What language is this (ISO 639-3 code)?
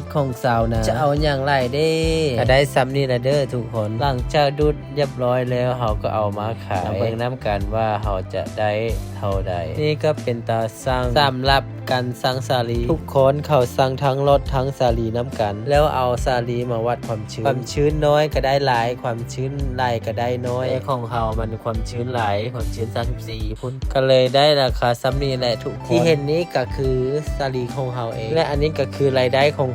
lao